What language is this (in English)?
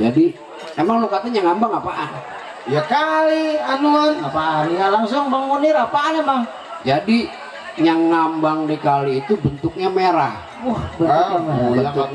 Betawi